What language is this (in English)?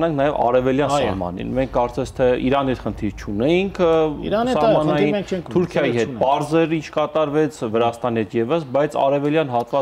Armenian